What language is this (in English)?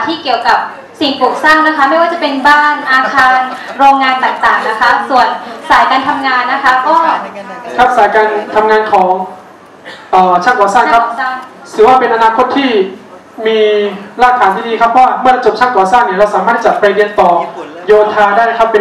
Thai